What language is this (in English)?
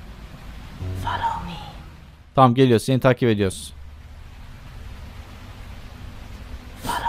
Turkish